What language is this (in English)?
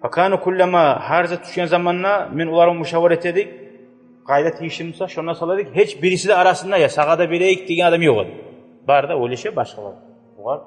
Kumyk